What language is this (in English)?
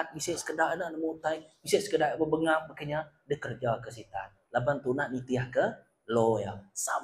Iban